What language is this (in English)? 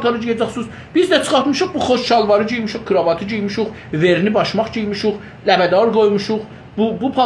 South Azerbaijani